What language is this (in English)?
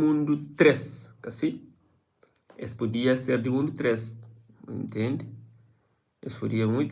Kabuverdianu